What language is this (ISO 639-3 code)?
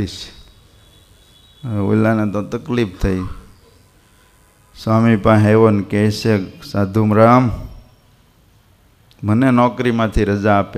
guj